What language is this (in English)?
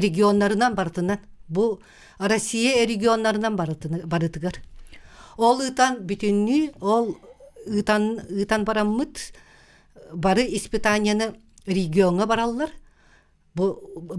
Yakut